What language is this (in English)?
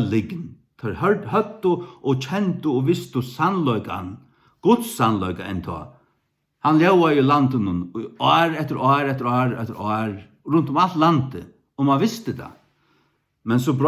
Faroese